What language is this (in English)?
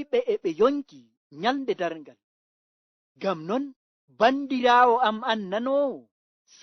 Nigerian Fulfulde